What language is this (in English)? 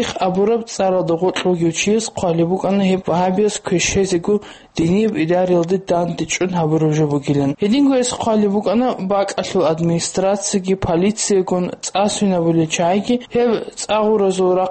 Avaric